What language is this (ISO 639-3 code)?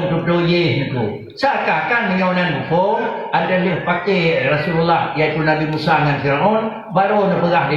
ace